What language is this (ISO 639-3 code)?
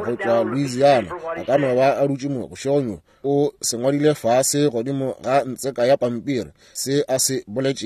nso